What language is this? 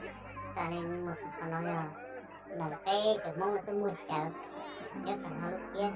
Hmong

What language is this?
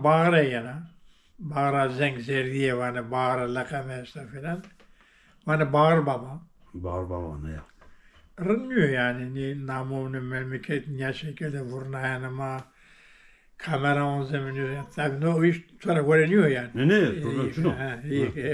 Zaza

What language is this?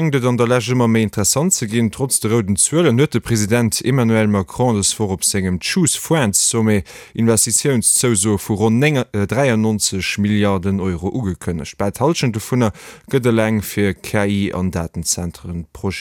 Luxembourgish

